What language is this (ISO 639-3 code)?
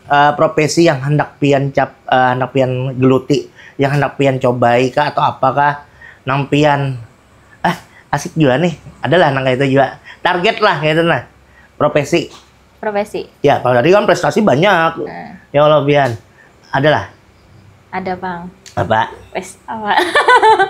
bjn